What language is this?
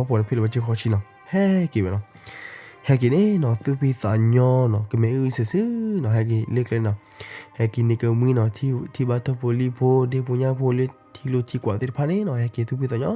S'gaw Karen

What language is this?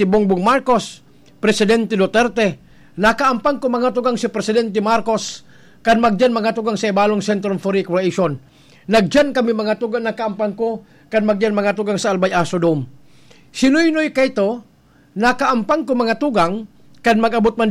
Bikol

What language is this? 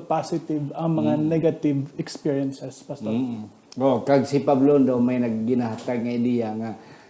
Hiligaynon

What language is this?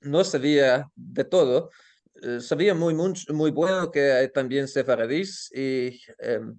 Ladino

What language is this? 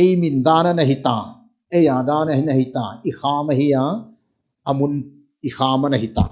Paite Chin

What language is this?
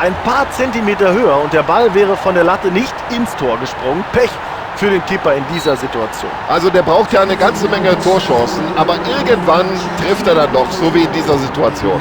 Bavarian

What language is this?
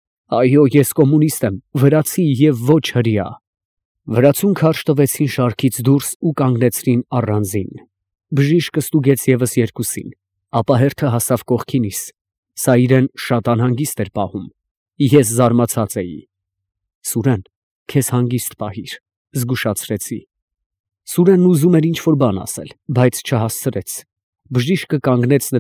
Armenian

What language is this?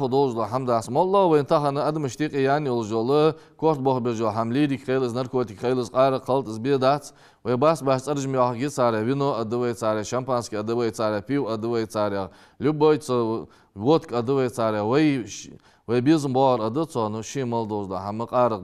Ingush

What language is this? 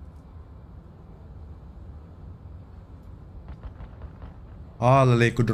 Finnish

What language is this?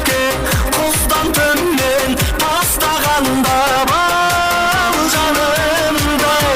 Kara-Kalpak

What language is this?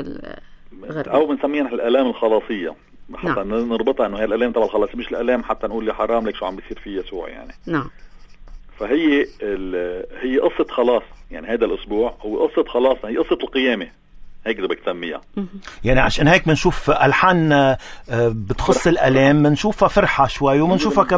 North Levantine Arabic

